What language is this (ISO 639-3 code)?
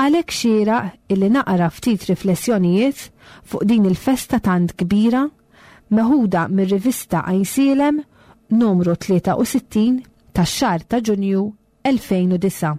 mlt